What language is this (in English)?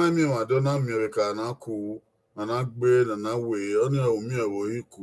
Bini